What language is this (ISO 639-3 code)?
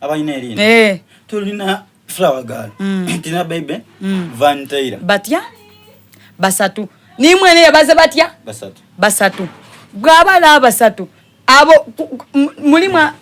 xog